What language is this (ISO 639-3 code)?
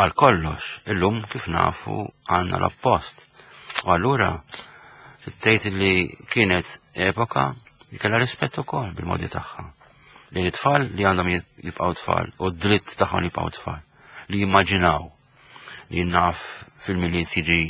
mlt